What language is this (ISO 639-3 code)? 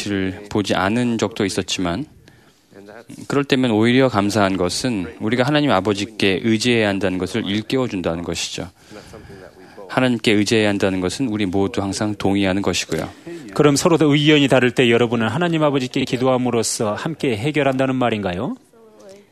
kor